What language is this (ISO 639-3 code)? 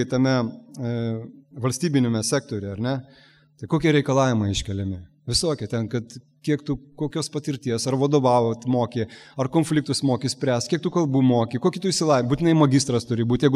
lit